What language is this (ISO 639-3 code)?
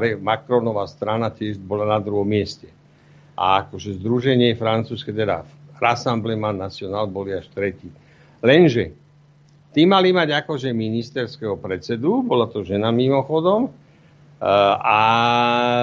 slk